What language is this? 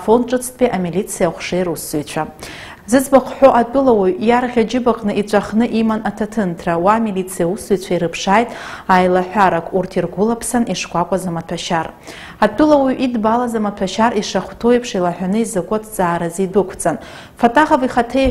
Abkhazian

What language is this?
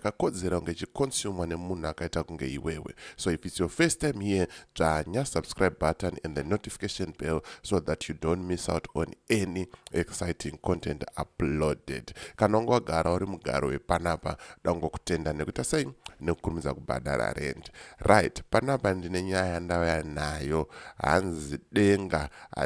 Shona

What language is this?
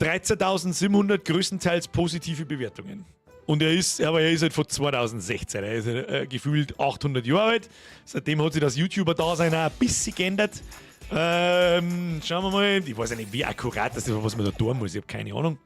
Bavarian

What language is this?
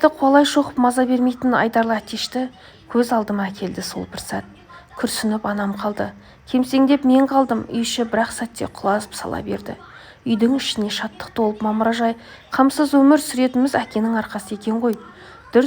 Kazakh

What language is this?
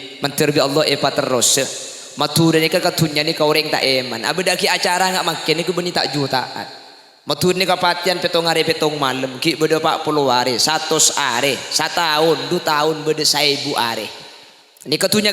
Madurese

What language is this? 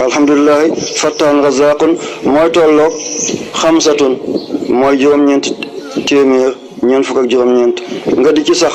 Wolof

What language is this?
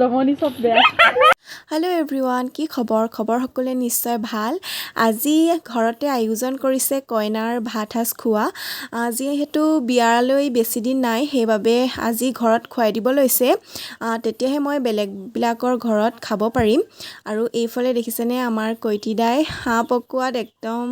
Assamese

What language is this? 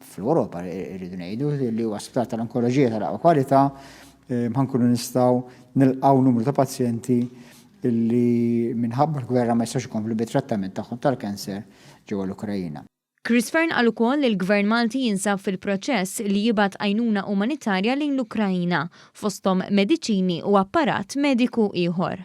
Maltese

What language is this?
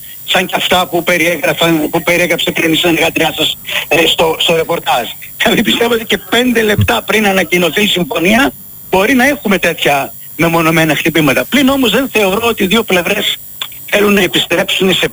Greek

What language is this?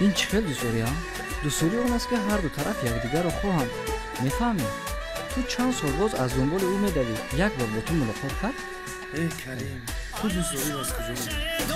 Tajik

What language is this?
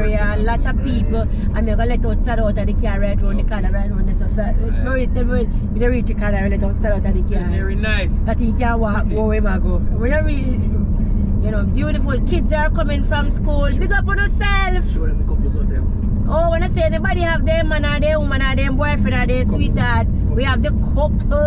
Jamaican Creole English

